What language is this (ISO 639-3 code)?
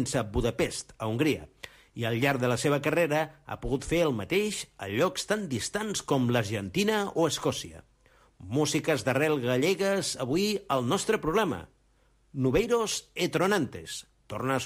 cat